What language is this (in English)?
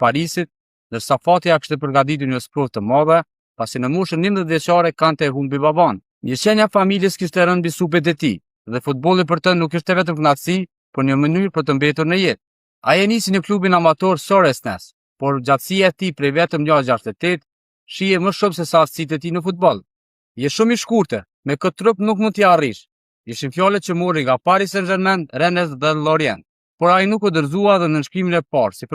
Albanian